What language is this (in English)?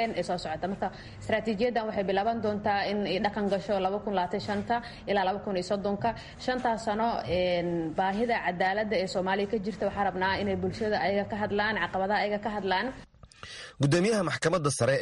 Somali